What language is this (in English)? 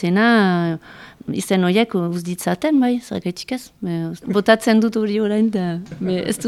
Basque